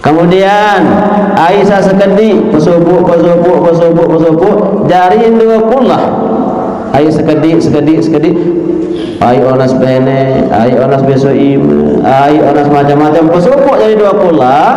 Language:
Sasak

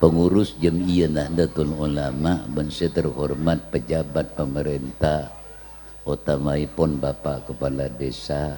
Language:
Madurese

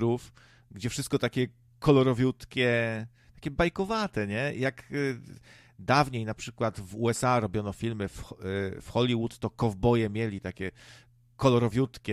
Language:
Polish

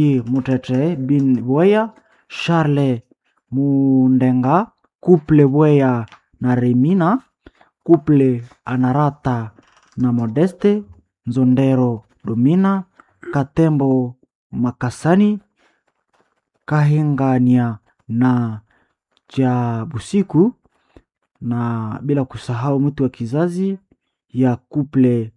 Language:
Swahili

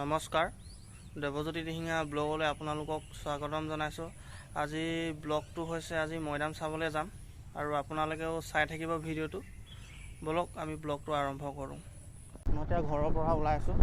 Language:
Assamese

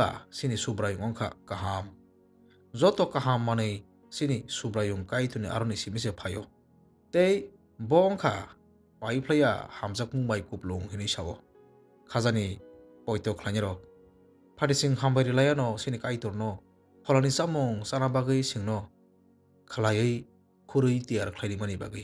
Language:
Kok Borok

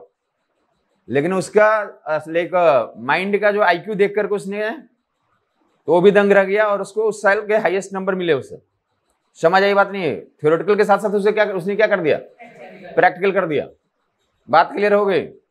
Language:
Hindi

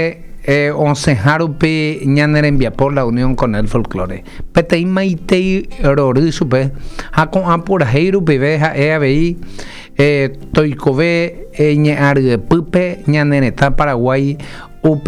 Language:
Guarani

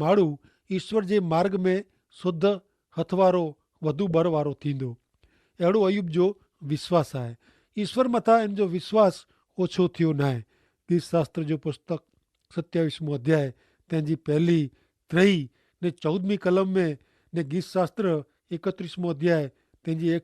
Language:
Kachhi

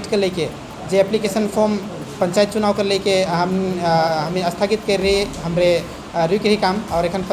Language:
Sadri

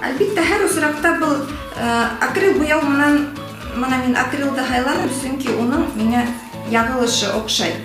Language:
Bashkir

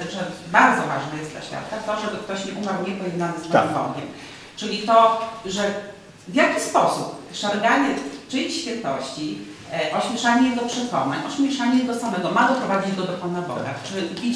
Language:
Polish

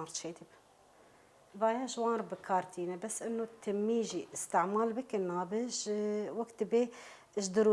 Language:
Kurdish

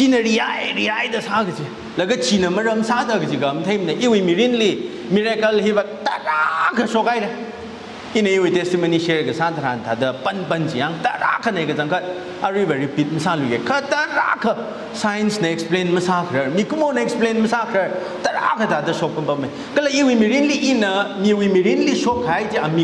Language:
Tangkhul Naga (India)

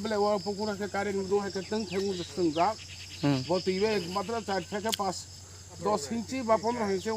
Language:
Kok Borok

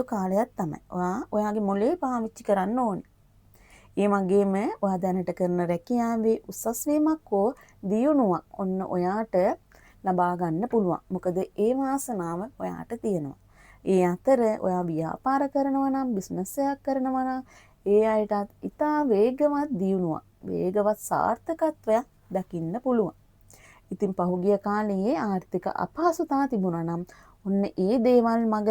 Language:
Sinhala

